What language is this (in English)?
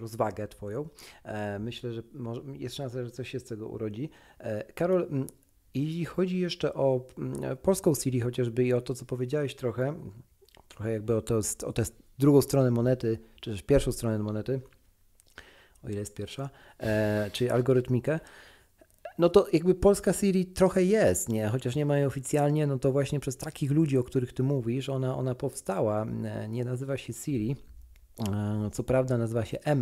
Polish